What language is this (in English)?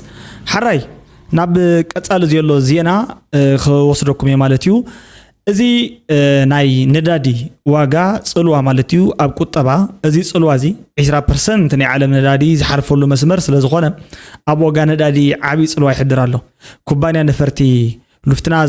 Tigrinya